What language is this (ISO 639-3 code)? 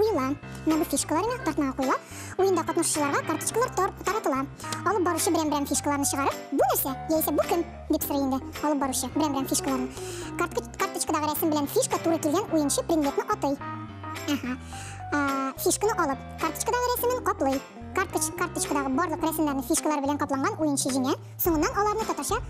tat